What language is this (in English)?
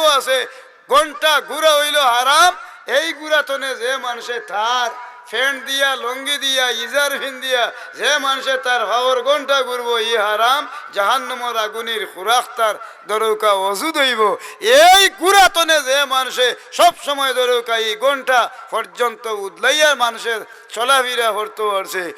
Sylheti